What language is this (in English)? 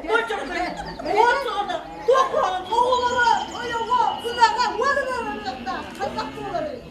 Yakut